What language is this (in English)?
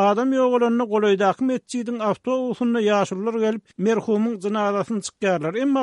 Turkmen